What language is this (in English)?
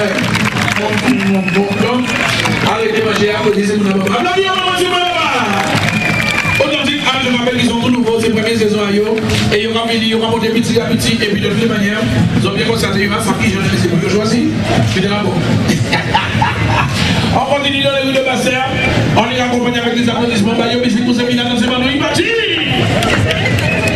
French